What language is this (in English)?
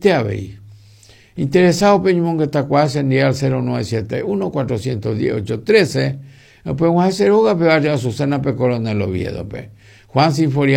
Guarani